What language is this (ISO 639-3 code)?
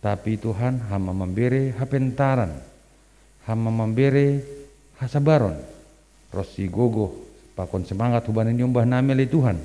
bts